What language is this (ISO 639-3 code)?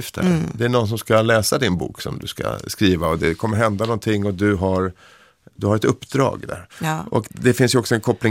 swe